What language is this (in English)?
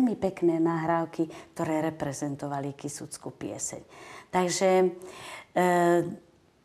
Slovak